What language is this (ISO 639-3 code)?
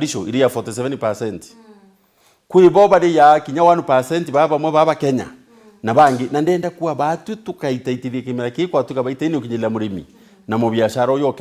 mer